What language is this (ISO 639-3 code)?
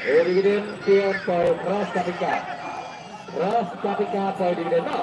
kha